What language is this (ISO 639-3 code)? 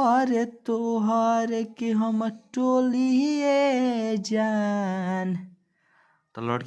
bho